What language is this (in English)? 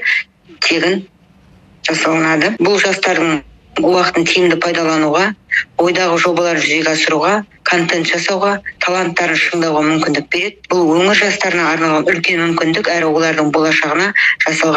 Kazakh